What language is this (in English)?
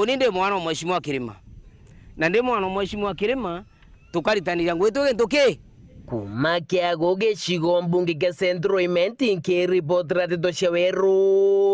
Meru